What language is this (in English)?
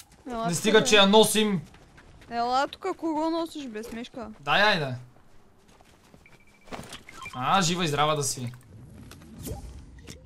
Bulgarian